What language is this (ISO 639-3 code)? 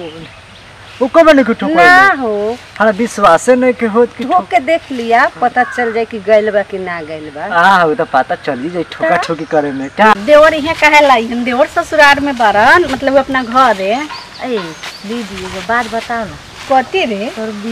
bho